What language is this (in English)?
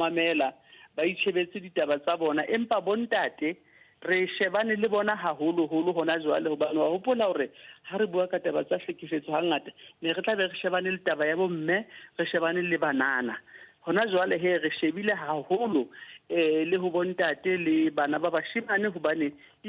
Southern Sotho